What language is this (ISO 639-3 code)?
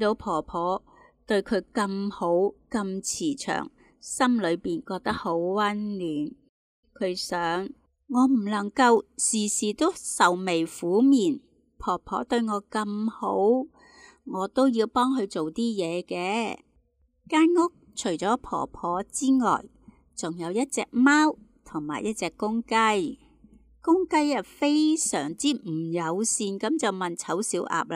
yue